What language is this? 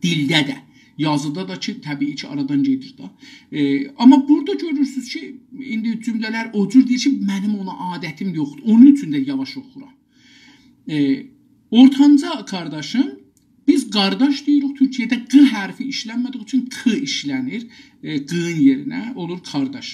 South Azerbaijani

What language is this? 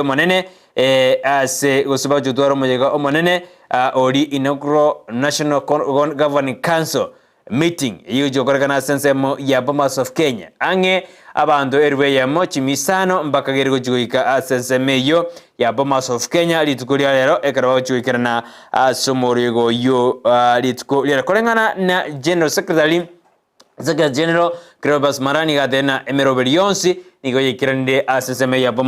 Gusii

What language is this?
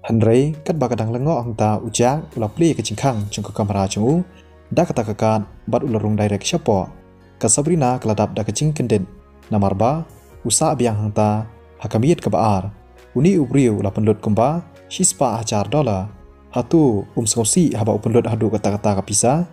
Khasi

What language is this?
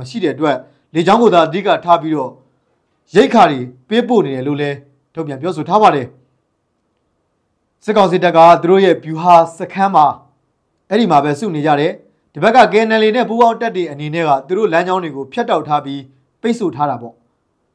Burmese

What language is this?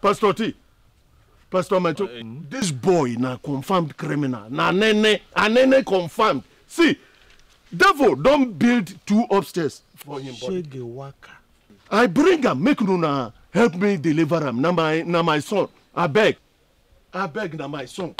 Nigerian Pidgin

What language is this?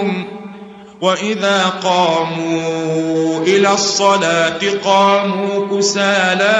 Arabic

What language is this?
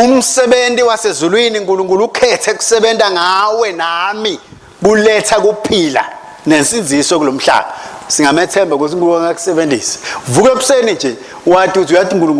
Swati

